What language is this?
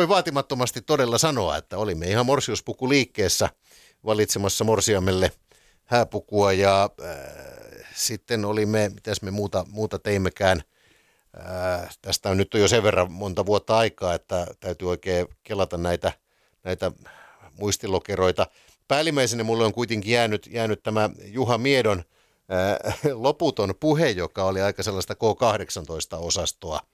Finnish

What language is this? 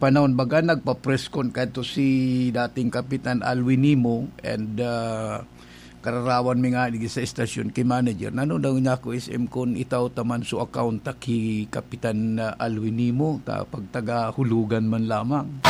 Bikol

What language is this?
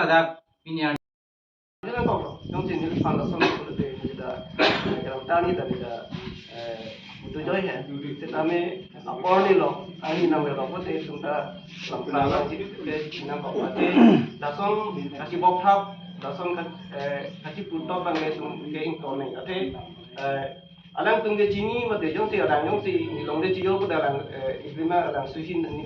Karbi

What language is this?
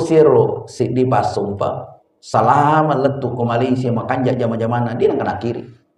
Buginese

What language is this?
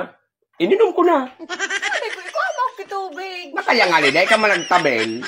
Bikol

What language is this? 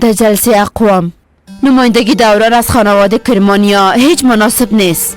Persian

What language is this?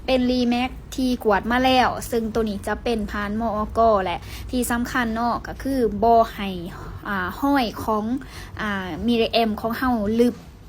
Lao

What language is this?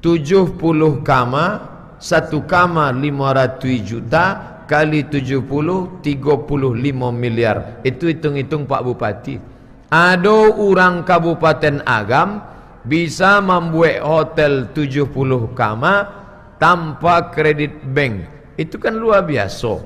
Minangkabau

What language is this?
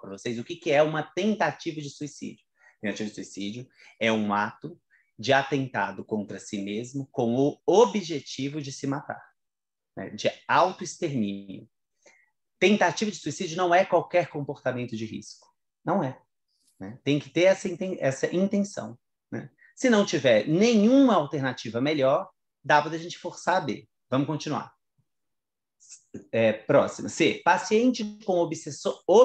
Portuguese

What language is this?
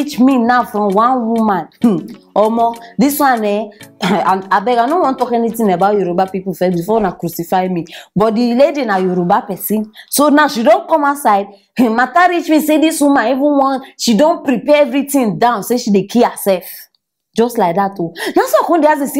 Nigerian Pidgin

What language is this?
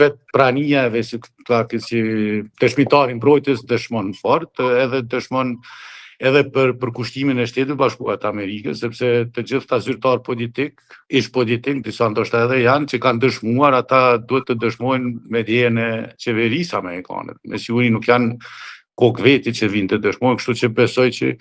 Albanian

